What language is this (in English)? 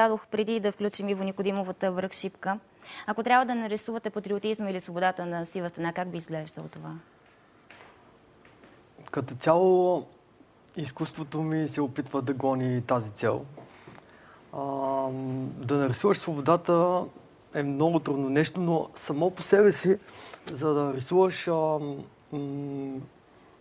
Bulgarian